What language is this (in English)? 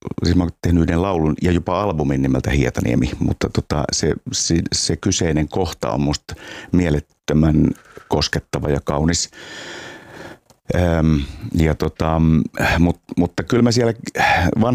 Finnish